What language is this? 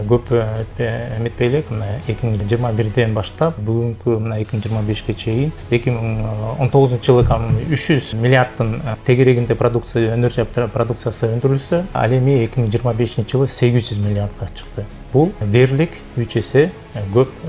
Kyrgyz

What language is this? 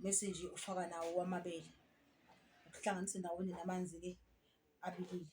Zulu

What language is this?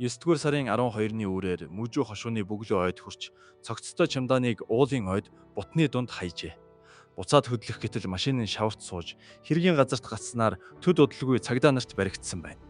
Mongolian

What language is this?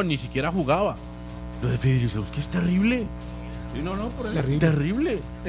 Spanish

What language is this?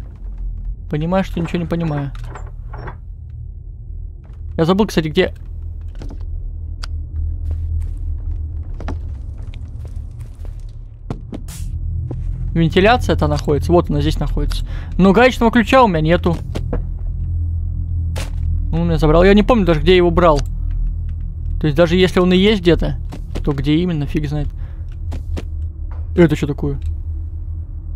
Russian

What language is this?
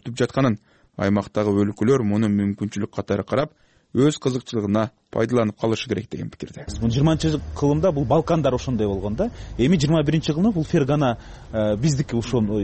Kyrgyz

